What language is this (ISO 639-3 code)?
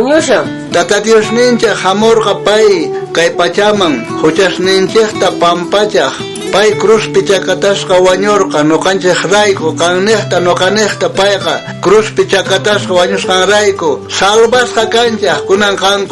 quh